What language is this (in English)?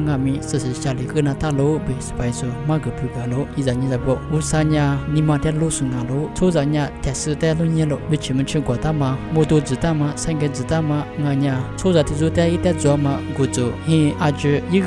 Lisu